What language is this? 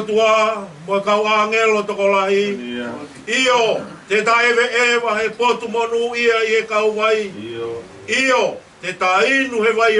Tongan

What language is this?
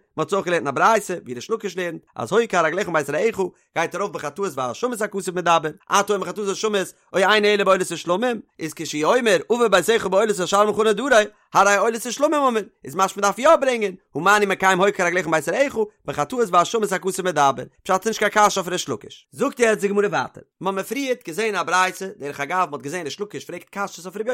Yiddish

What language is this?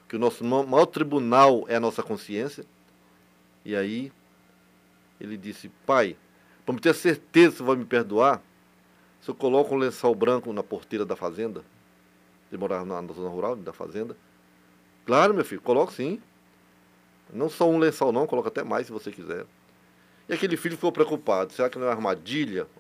Portuguese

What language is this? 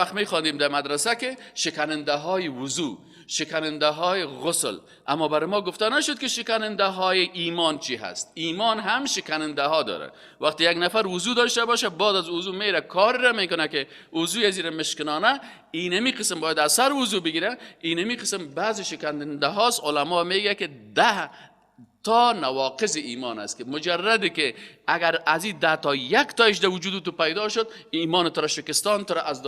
Persian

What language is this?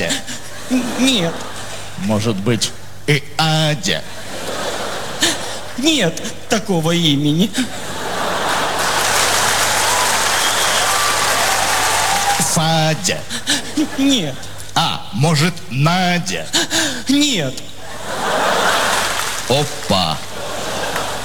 Russian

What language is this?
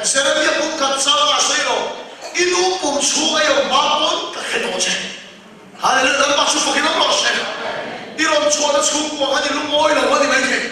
Mizo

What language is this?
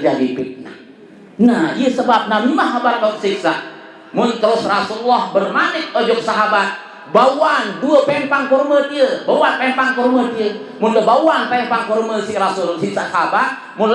Sasak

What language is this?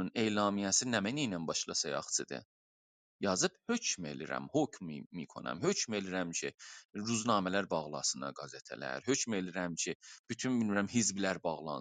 South Azerbaijani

